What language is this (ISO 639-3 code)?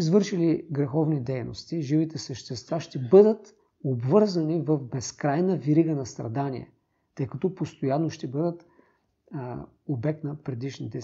bul